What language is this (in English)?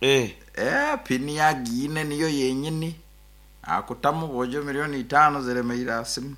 Nyoro